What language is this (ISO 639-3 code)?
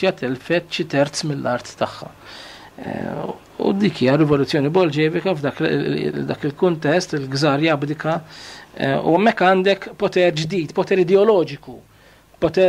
mlt